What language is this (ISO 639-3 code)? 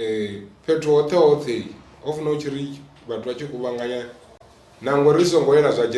ven